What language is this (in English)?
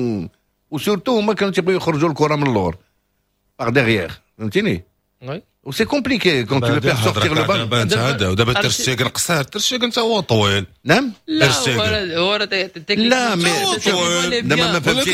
Moroccan Arabic